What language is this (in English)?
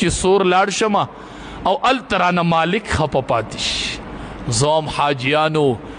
Pashto